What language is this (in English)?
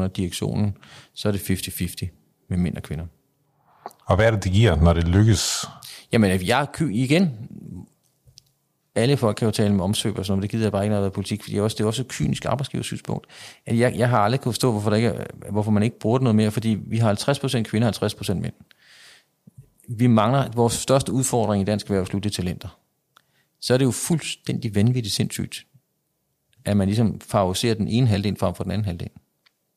Danish